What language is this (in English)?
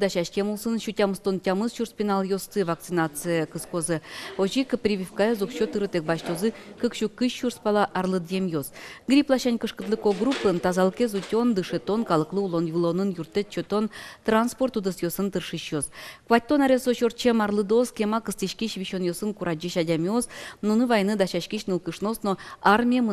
Udmurt